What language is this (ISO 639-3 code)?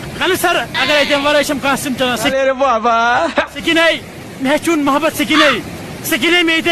kas